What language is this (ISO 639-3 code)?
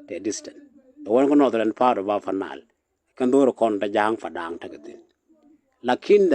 nus